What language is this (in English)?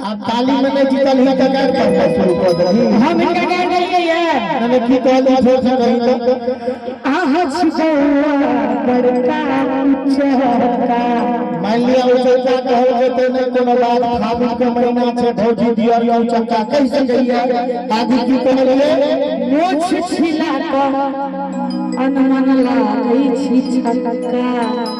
Maithili